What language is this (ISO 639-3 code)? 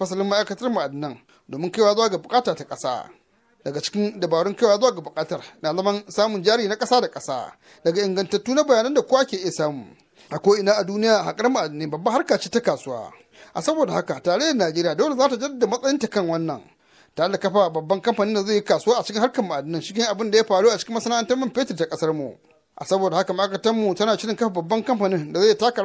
hau